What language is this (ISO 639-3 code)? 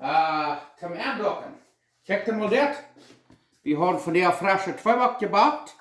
pdt